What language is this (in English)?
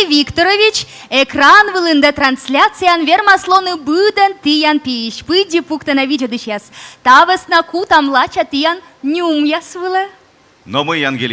Komi